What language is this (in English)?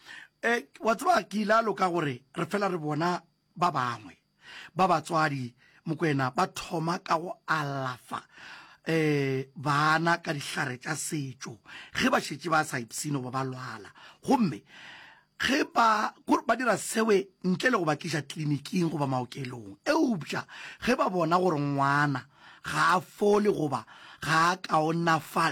Northern Sotho